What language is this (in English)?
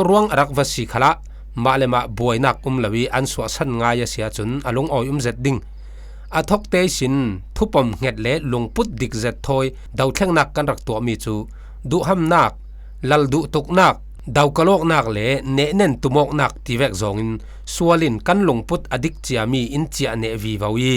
Falam Chin